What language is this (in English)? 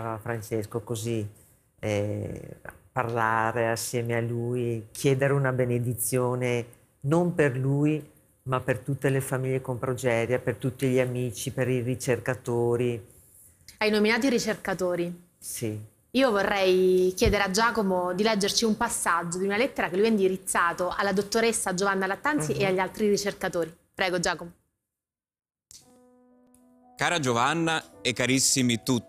Italian